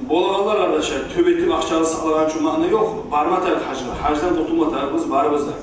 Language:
Kumyk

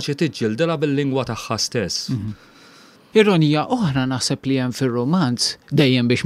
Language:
Maltese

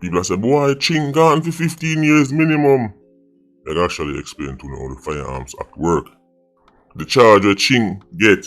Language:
Jamaican Creole English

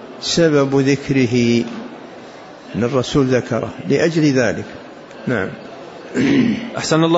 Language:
Arabic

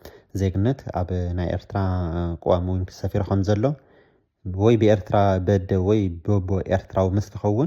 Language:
Tigrinya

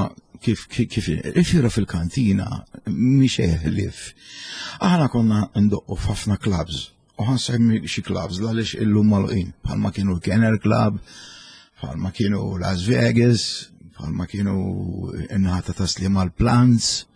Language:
Maltese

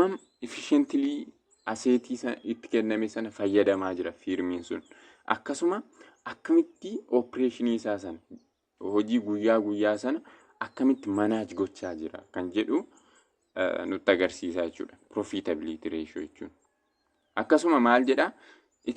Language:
Oromo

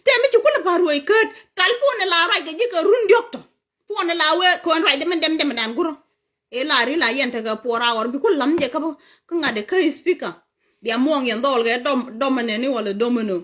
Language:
Nuer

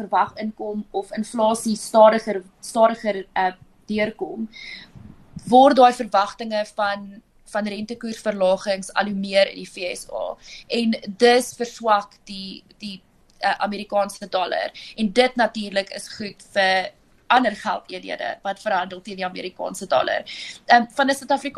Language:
Afrikaans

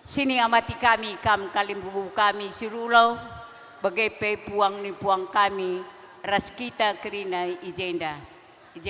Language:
Batak Karo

